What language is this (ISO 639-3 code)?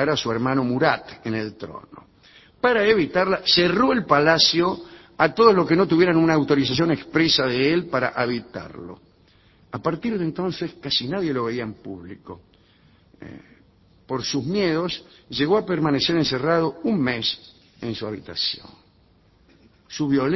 spa